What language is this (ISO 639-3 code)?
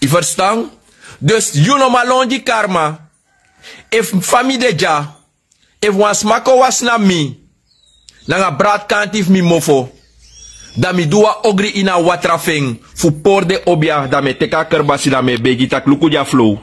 srn